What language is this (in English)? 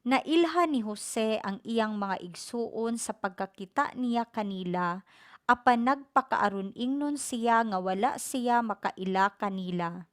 Cebuano